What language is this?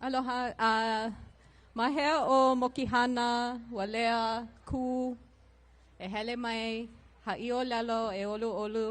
Hawaiian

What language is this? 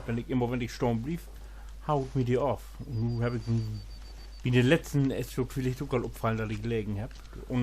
Low German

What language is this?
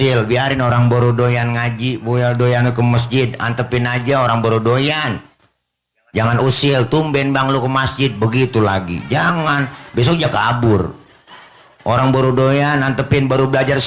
Betawi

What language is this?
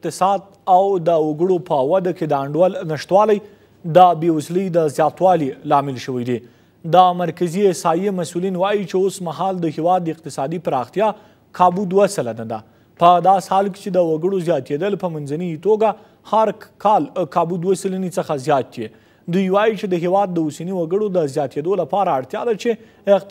Pashto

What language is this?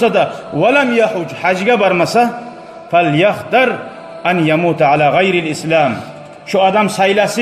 Kumyk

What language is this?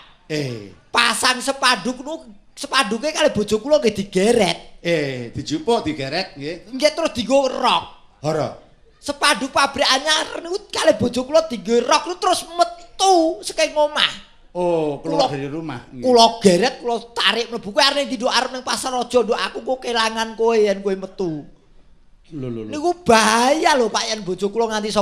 Javanese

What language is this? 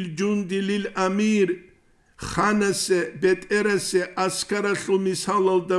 Avaric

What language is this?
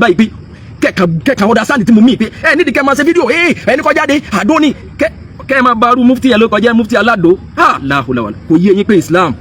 Yoruba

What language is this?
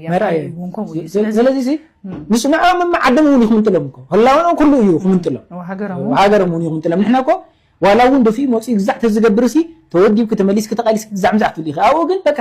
Tigrinya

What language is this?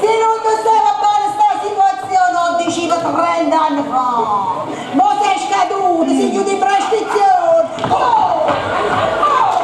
Neapolitan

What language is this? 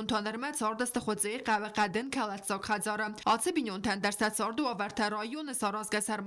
Ossetic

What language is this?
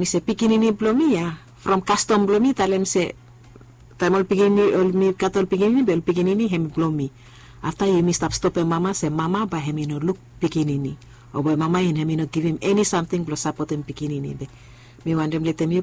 Bislama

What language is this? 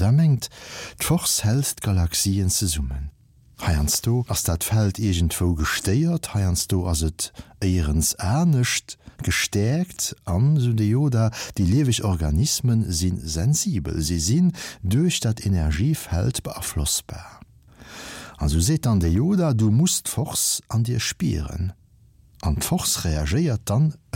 Luxembourgish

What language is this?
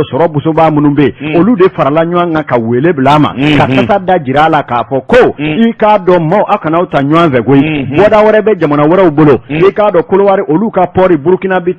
Bambara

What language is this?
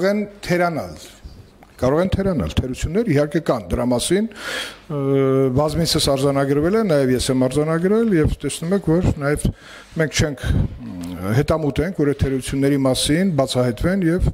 Armenian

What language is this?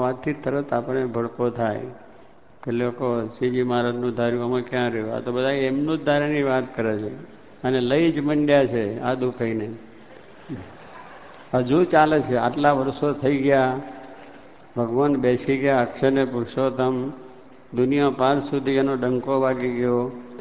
Gujarati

